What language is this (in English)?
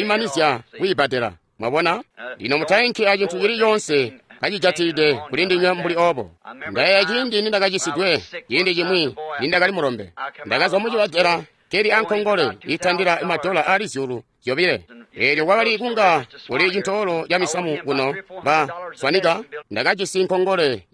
Tonga (Zambia)